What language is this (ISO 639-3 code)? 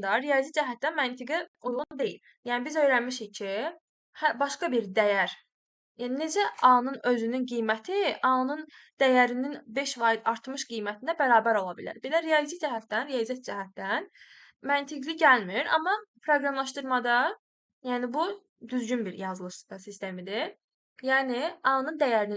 aze